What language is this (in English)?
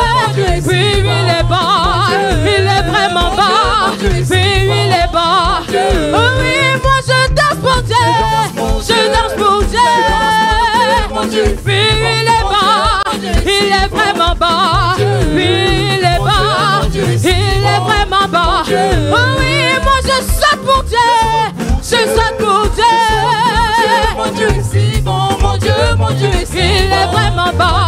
French